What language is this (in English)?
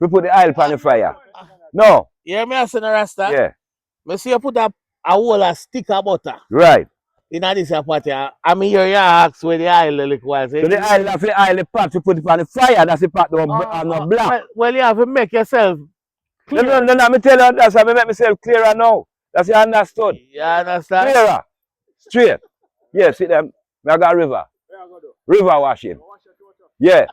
Jamaican Creole English